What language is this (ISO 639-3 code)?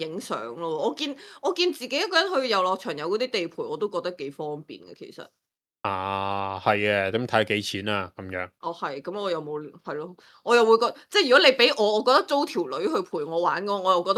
yue